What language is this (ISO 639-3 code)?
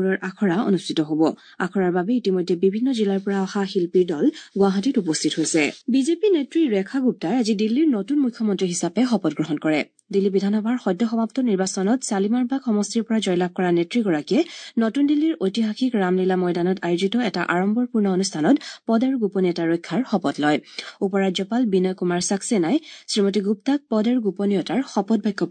asm